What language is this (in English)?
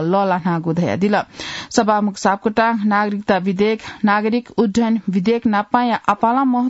Newari